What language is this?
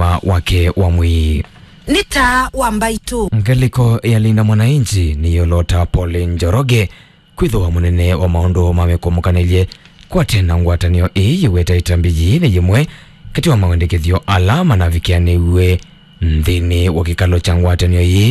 Kamba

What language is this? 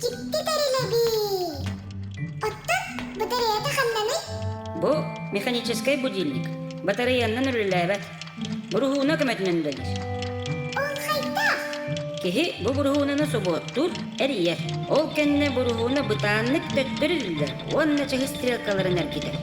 Yakut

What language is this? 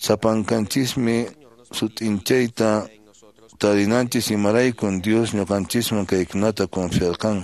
Quechua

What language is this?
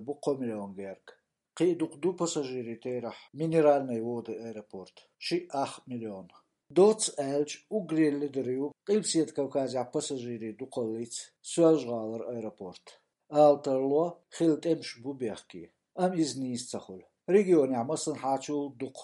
Chechen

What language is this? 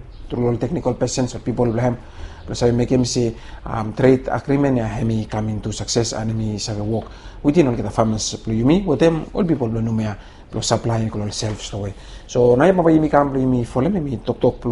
Bislama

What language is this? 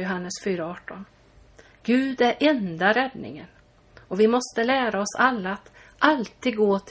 Swedish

